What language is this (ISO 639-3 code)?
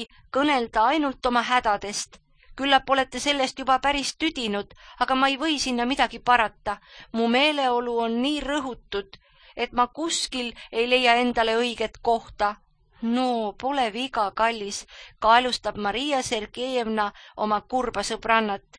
est